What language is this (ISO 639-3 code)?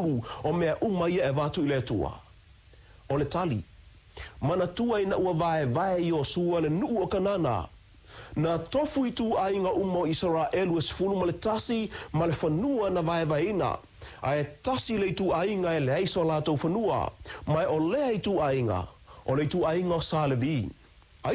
smo